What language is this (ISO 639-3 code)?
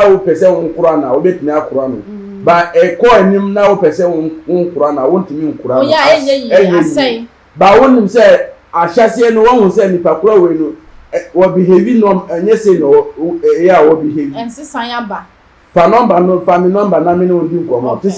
aka